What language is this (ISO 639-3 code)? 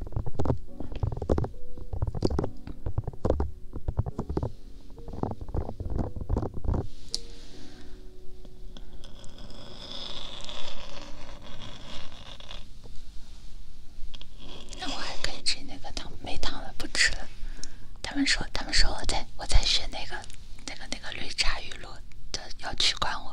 zho